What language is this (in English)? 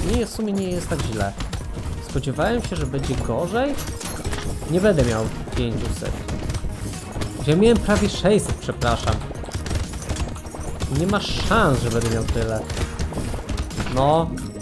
Polish